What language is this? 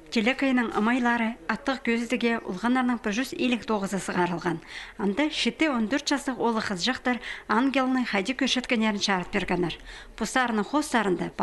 Khakas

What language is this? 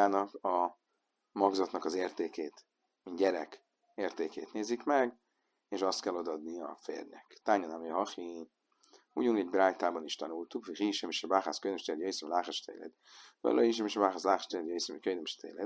Hungarian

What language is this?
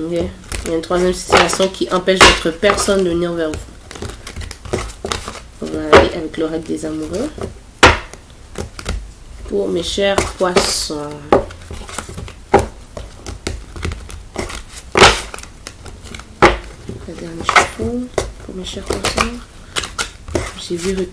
French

